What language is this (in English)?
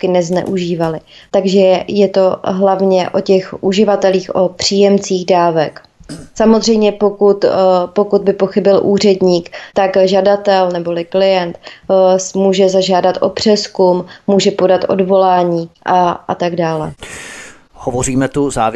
Czech